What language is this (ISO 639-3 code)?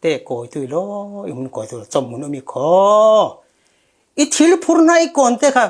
cfm